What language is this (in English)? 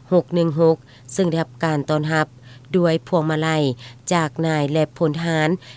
Lao